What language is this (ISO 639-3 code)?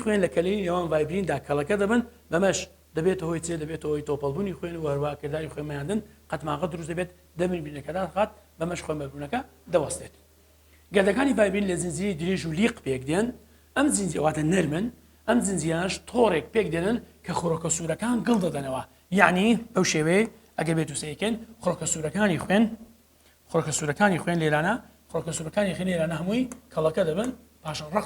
ckb